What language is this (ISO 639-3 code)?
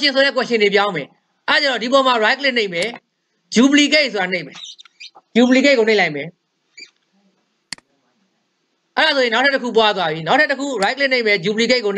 mya